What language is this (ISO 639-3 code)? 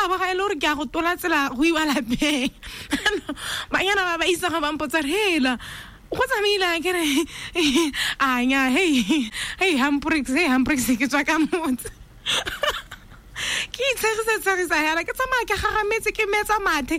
tsn